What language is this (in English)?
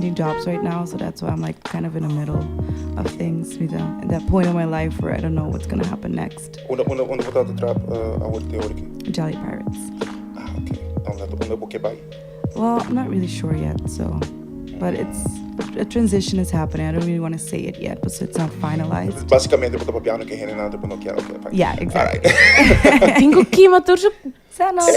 Papiamento